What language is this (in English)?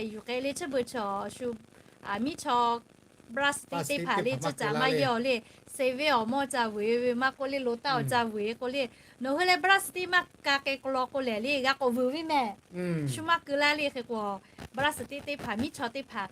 Lahu